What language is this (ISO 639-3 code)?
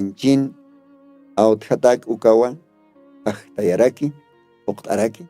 aym